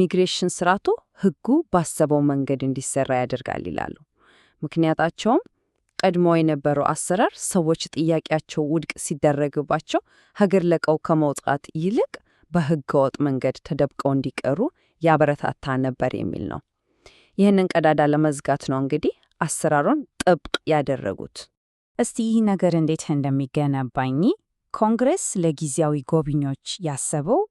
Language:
Amharic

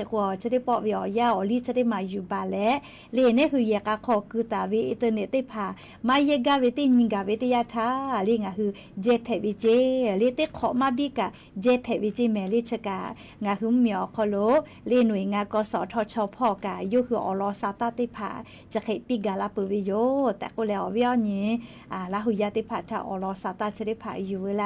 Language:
Lahu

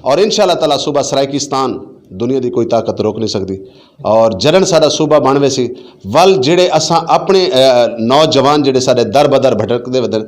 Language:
Saraiki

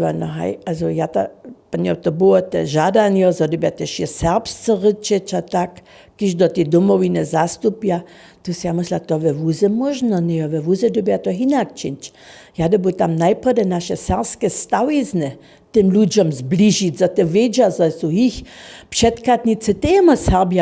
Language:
Upper Sorbian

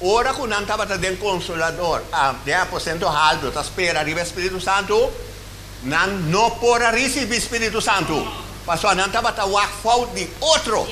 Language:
Papiamento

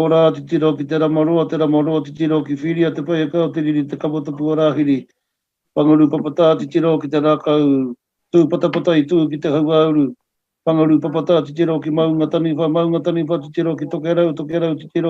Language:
Māori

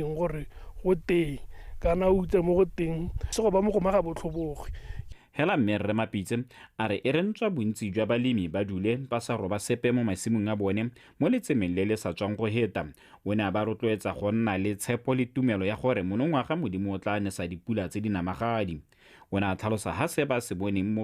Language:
Tswana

